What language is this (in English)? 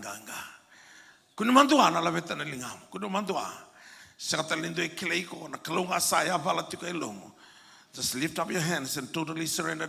Fijian